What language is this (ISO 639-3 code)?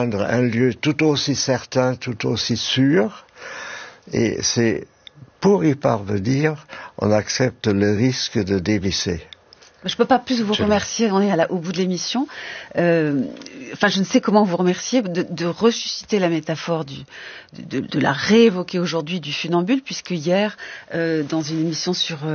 fra